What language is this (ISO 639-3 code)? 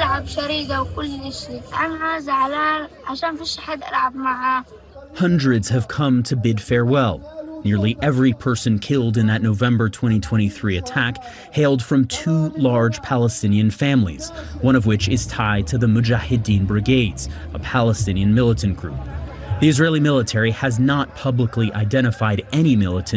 eng